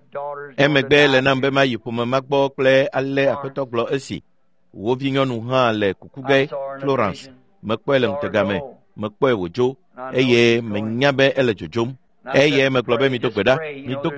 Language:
Ewe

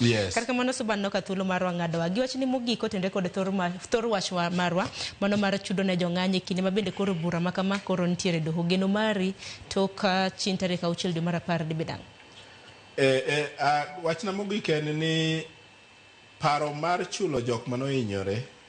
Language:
Luo (Kenya and Tanzania)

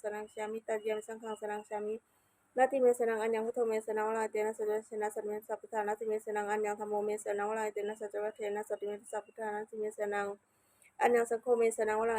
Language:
Pali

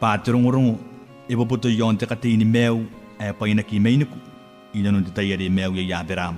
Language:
Gilbertese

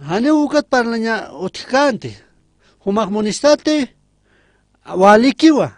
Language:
Aymara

